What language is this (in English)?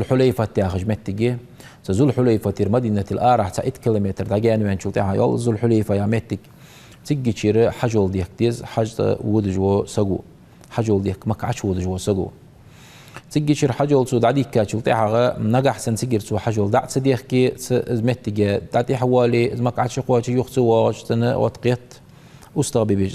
Ingush